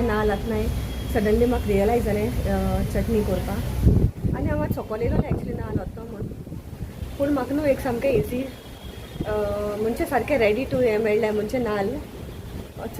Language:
Konkani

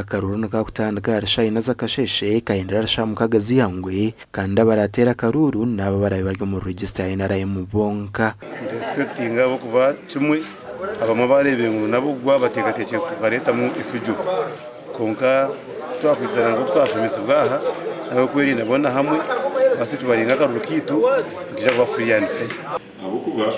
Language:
Nyankole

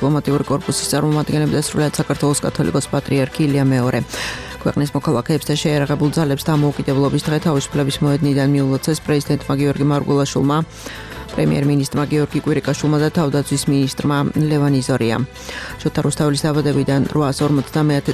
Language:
Georgian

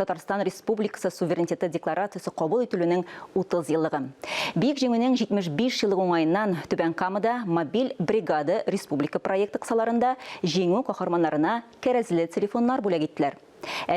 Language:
Tatar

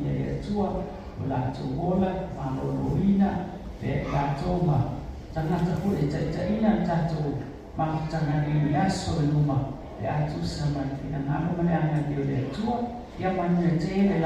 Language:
Samoan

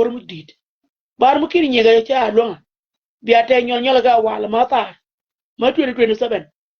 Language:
Nuer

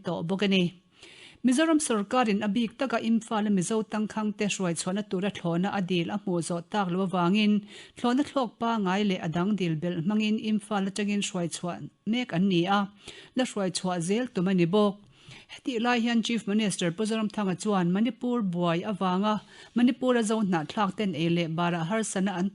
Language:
Mizo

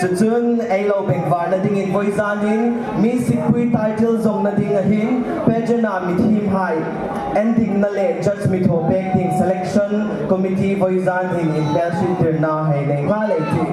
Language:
Hmar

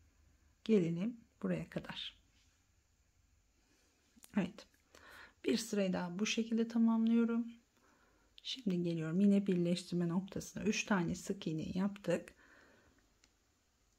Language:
Turkish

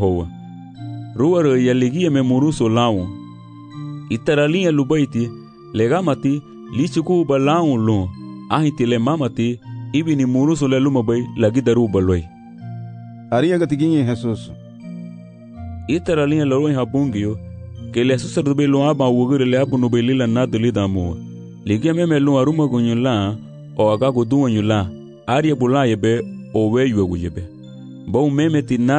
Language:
Garifuna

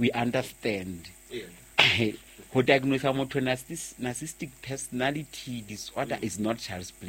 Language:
Southern Sotho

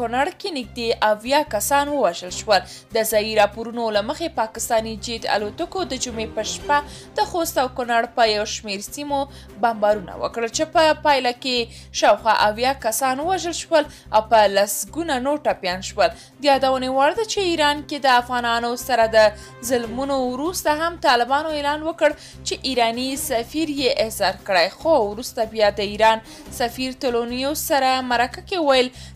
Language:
Pashto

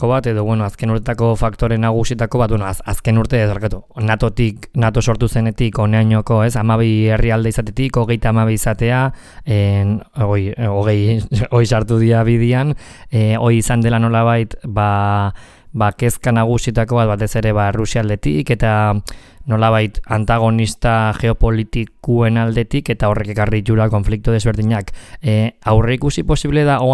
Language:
Basque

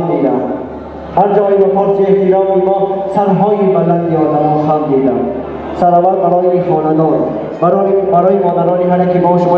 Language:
Tajik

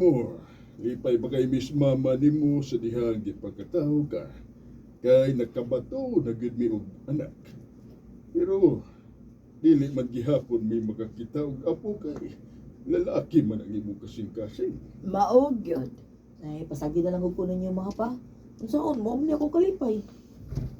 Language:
Cebuano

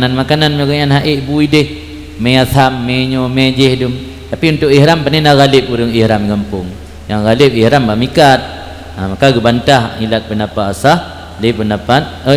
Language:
Achinese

